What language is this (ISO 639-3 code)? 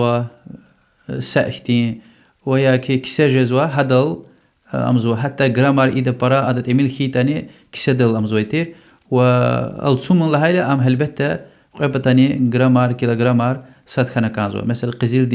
lez